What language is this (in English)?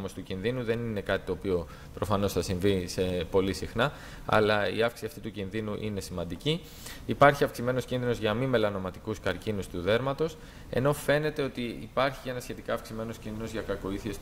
Greek